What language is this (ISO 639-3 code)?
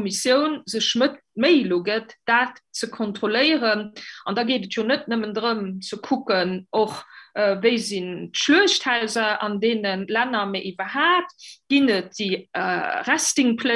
ltz